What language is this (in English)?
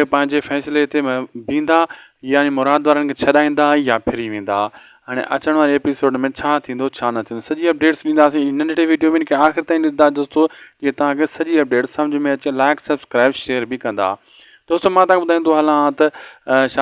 Sindhi